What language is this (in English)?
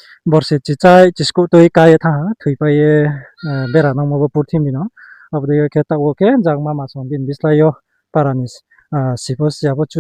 Riang (India)